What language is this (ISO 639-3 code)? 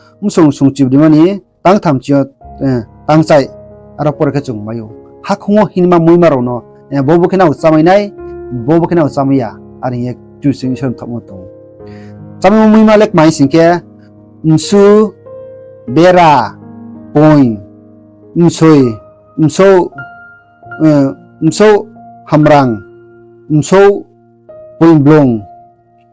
ria